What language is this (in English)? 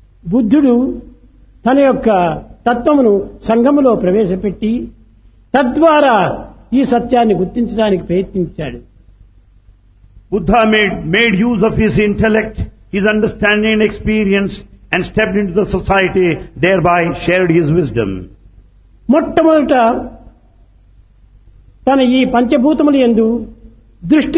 Telugu